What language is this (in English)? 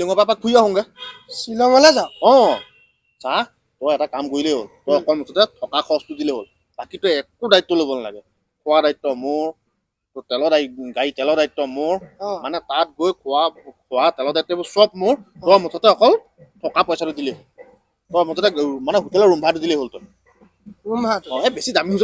Assamese